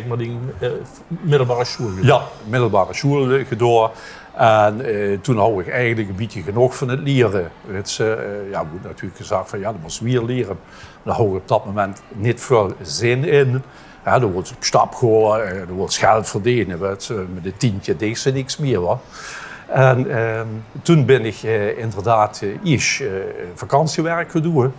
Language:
Limburgish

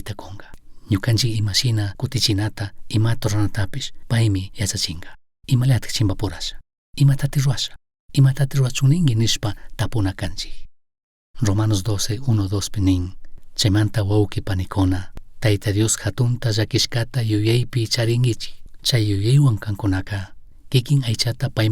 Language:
Chimborazo Highland Quichua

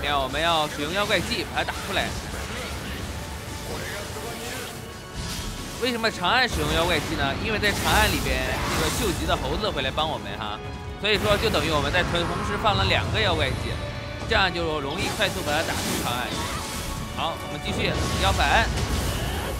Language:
Chinese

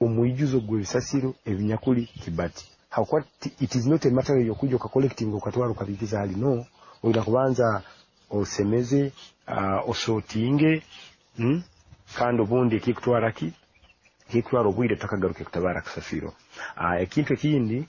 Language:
Nyoro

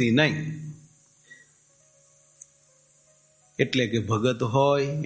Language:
Gujarati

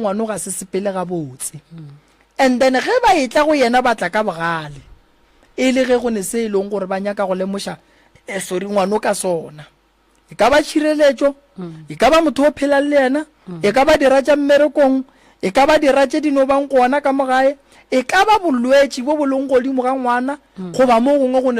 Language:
Northern Sotho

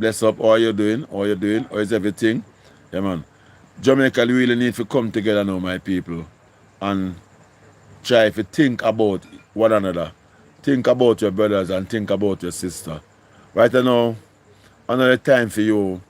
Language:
Jamaican Creole English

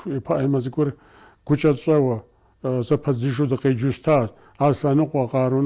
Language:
Kabardian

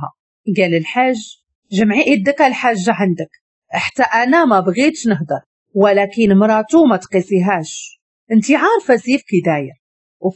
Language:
Moroccan Arabic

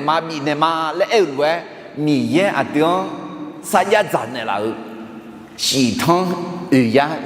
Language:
Akha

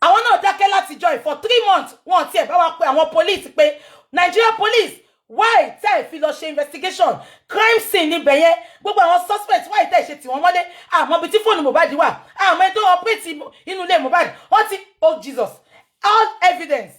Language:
Yoruba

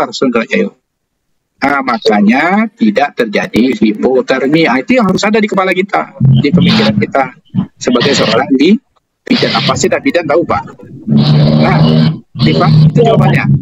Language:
Indonesian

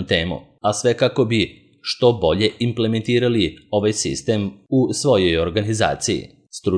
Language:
Serbian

